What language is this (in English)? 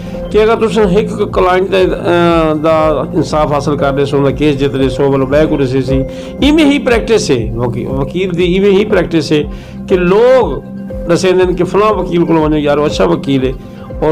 Saraiki